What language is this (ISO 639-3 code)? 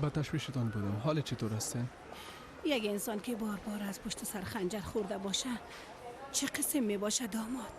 fas